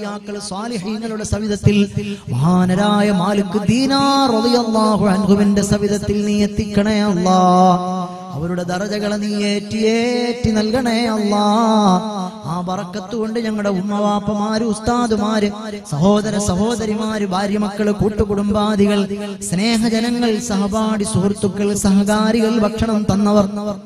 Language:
Malayalam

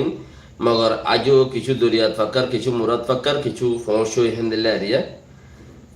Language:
Rohingya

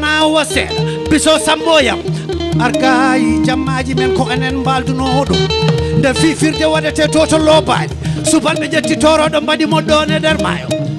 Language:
Fula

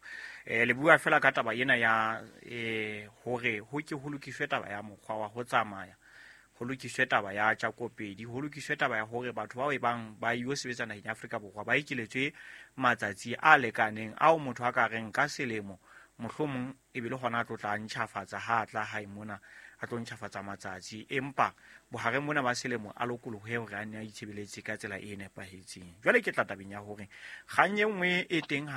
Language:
Southern Sotho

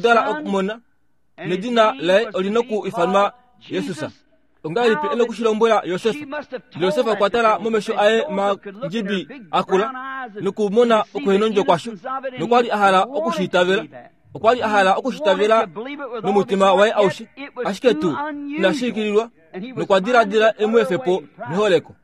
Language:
Kuanyama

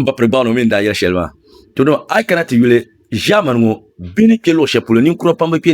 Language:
Dagbani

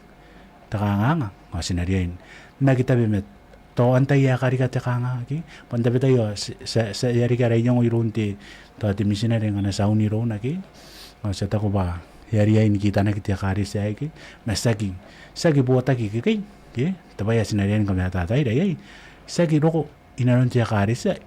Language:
Gilbertese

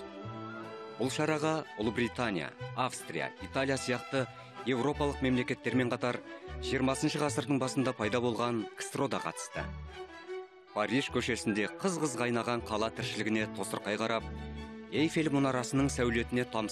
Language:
Kazakh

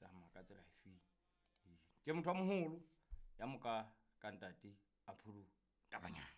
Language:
Southern Sotho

